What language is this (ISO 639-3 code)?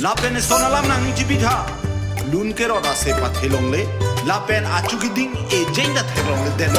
mjw